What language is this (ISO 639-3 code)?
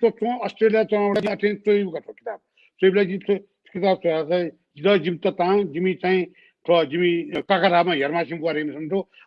new